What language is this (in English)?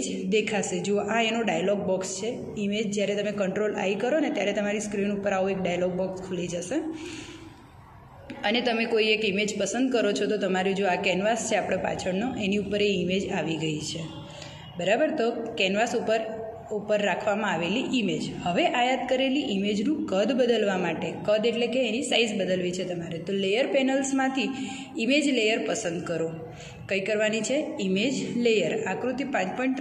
Gujarati